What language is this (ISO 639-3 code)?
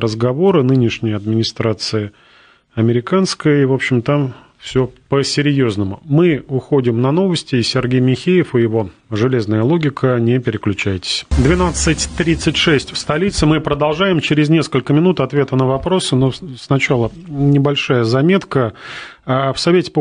rus